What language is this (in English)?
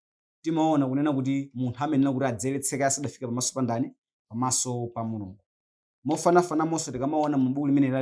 Nyanja